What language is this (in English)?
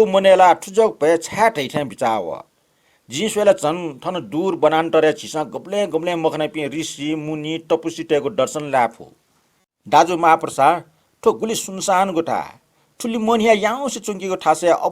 Newari